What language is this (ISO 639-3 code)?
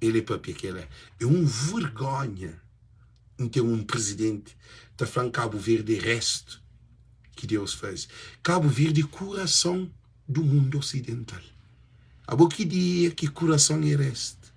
kea